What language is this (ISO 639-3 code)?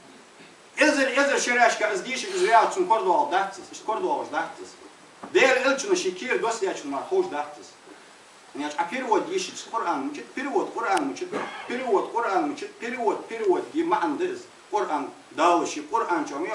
inh